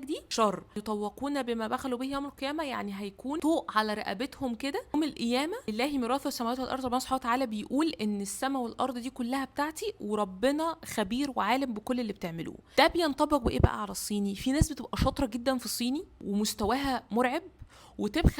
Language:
Egyptian Arabic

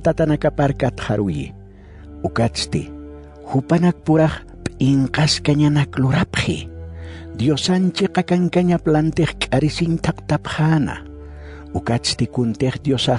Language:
Aymara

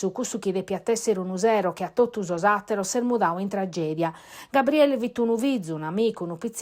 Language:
Sardinian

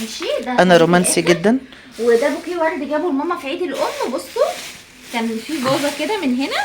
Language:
Egyptian Arabic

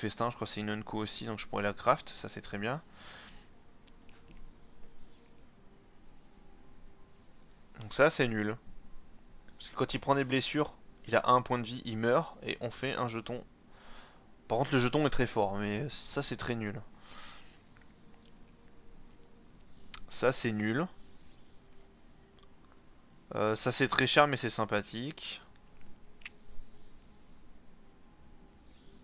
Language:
French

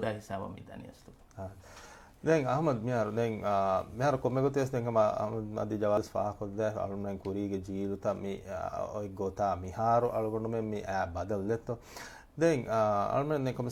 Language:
Divehi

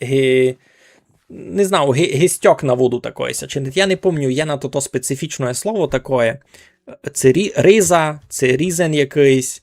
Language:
Rusyn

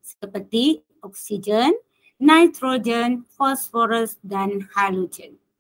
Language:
Malay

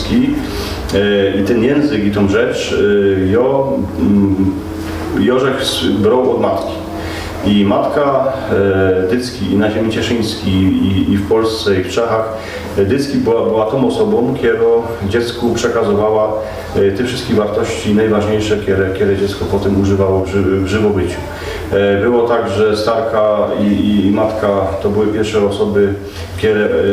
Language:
Silesian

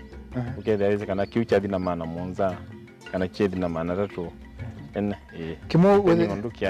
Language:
Kamba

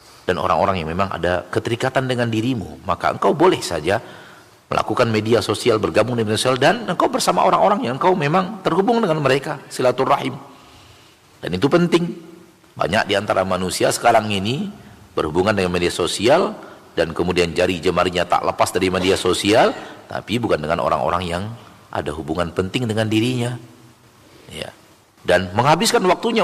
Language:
Indonesian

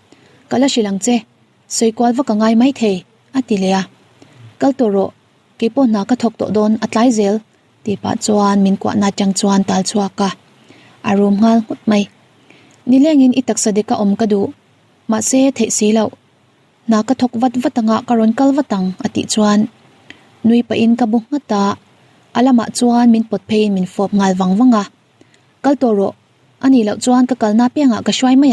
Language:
Mizo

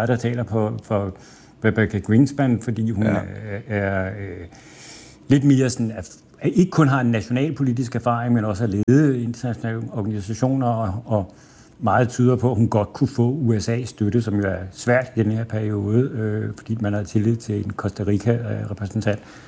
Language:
Danish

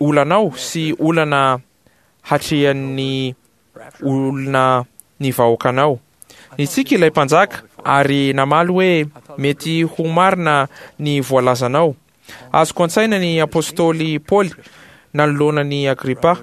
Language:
Malagasy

